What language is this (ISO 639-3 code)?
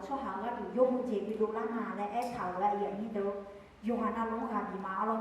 ahk